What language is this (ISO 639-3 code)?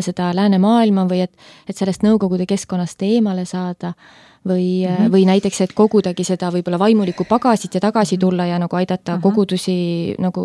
est